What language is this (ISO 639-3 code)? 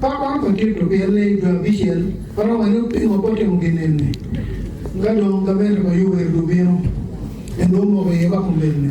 ach